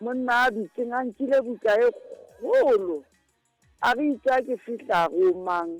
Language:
Southern Sotho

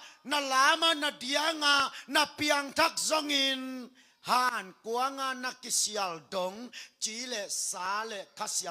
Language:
Tedim Chin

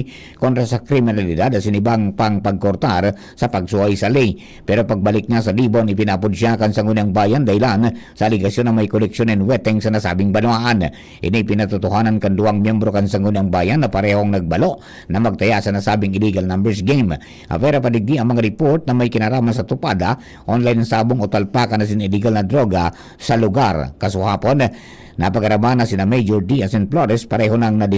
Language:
Bikol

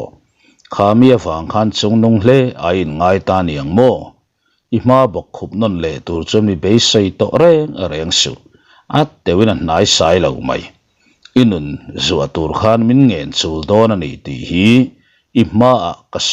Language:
Mizo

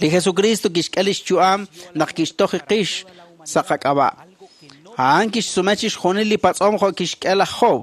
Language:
Kekchí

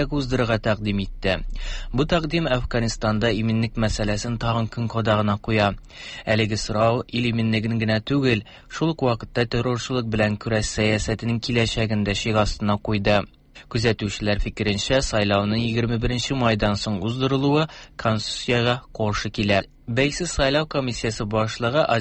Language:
Tatar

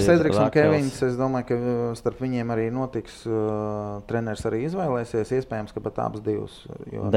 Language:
Latvian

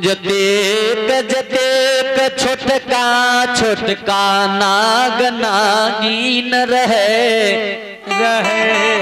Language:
Maithili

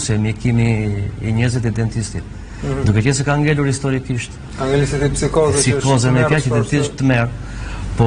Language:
Albanian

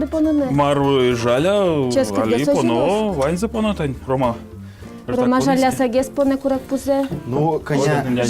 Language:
Udmurt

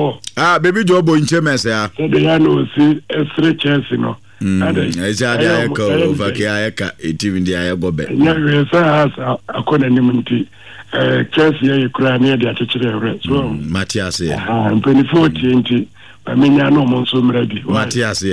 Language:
Akan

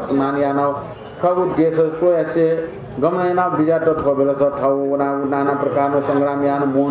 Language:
Newari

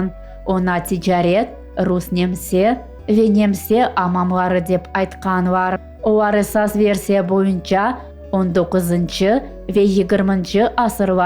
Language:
Crimean Tatar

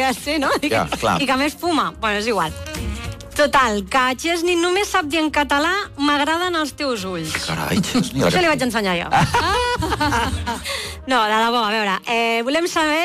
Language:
Catalan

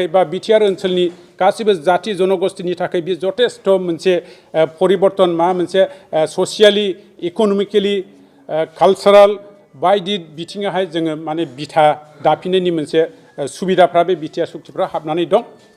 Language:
Bodo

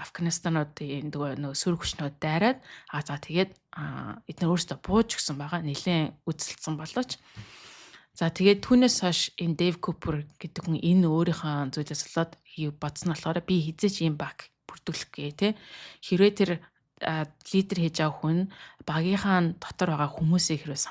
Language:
Mongolian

